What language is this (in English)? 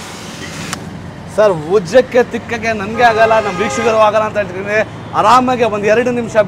Kannada